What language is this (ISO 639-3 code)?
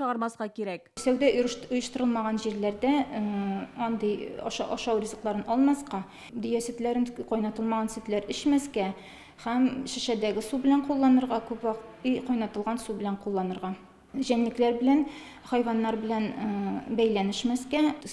tat